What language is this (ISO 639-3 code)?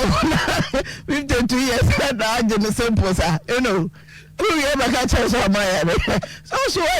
aka